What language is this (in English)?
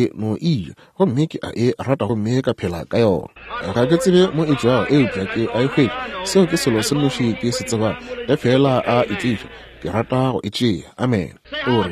Northern Sotho